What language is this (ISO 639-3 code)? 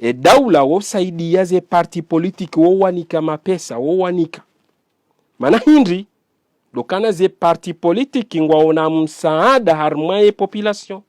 zdj